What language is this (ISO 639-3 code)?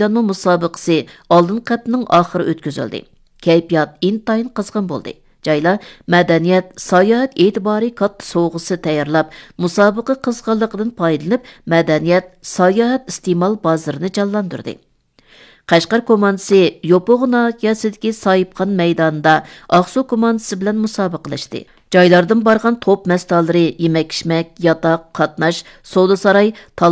uig